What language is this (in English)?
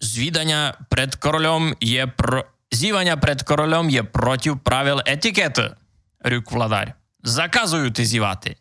Rusyn